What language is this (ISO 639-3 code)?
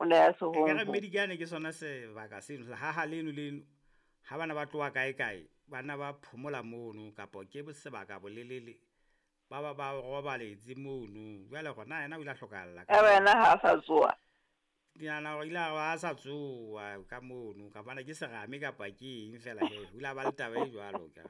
sot